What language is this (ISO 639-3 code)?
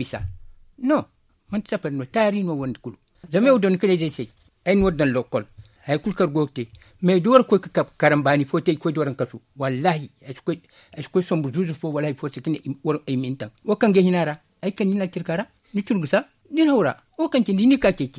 dje